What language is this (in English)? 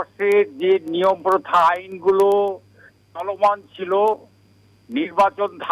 Bangla